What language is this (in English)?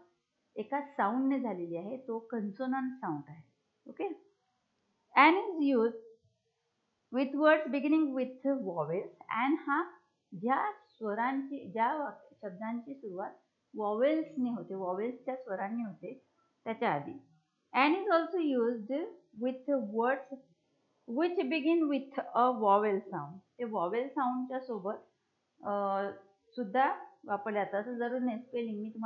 Marathi